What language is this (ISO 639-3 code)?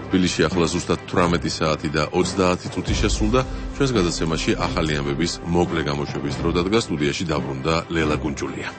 kat